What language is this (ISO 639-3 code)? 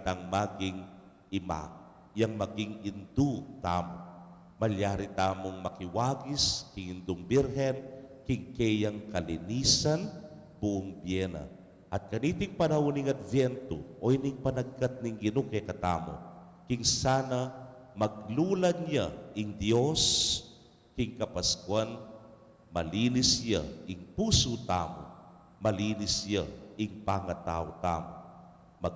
pam